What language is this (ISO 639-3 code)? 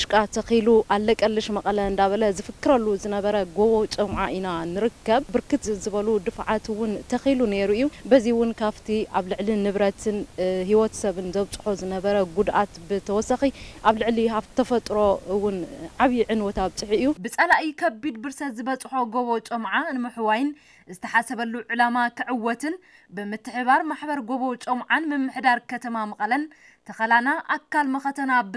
tir